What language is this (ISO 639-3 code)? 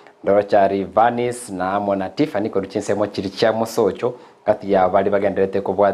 guz